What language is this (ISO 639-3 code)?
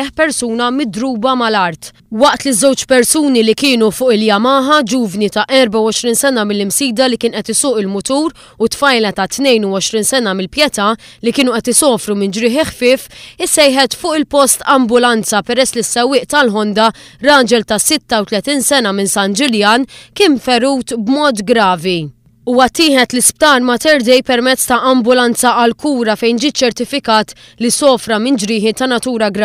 mlt